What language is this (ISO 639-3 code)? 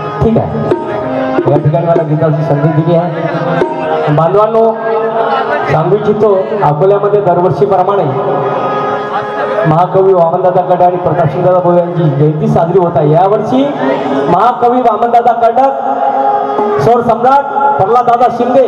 mar